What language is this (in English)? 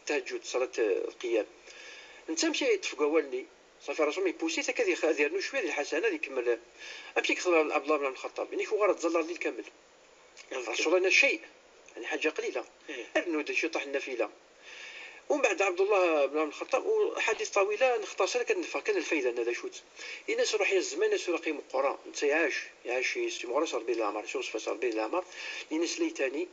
Moroccan Arabic